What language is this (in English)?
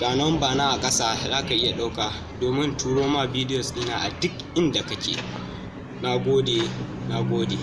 Hausa